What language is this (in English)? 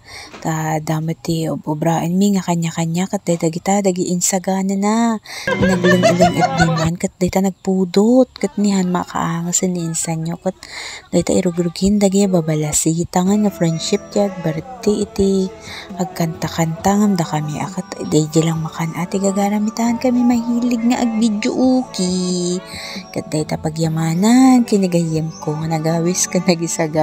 Iloko